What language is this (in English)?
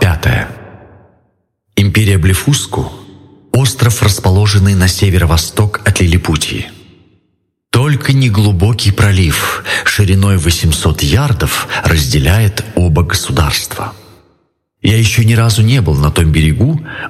Russian